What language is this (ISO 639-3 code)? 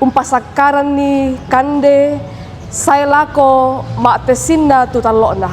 sda